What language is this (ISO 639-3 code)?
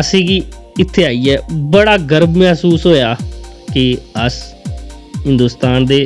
doi